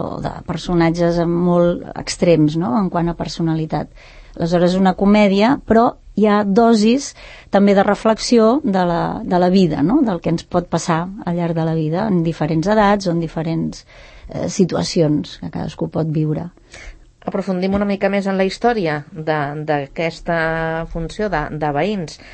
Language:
Catalan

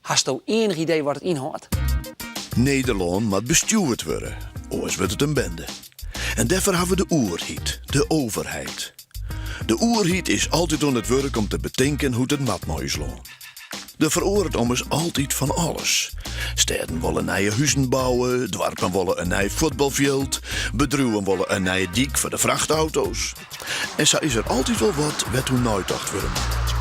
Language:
Western Frisian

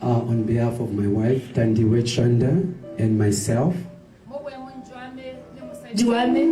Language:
Tswana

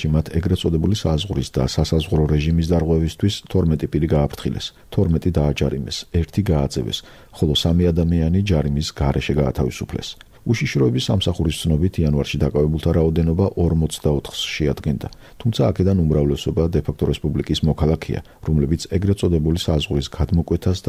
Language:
Georgian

